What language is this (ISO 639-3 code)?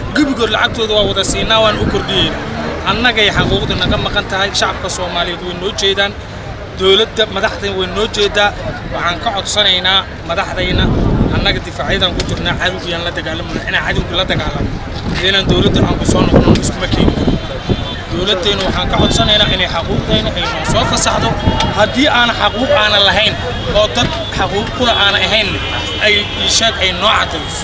som